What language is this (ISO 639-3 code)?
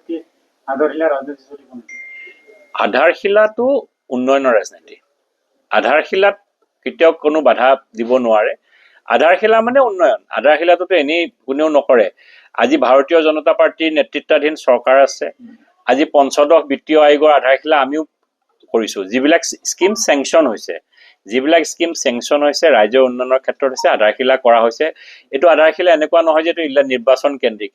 asm